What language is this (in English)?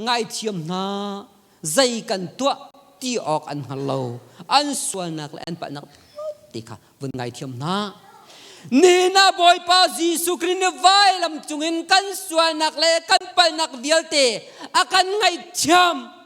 Hakha Chin